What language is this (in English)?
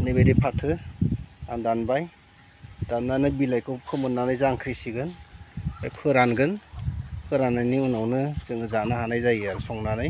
Bodo